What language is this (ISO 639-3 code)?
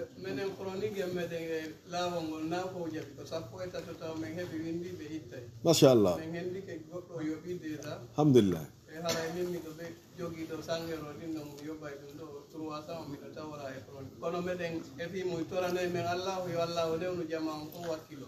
ful